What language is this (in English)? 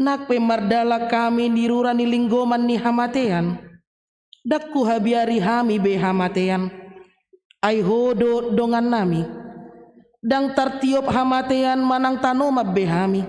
Batak Toba